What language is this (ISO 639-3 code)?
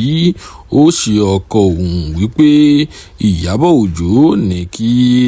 yor